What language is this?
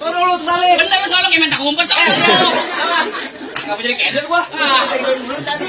Betawi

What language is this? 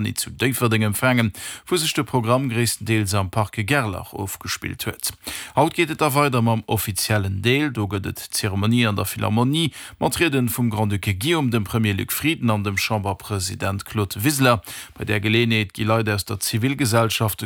Luxembourgish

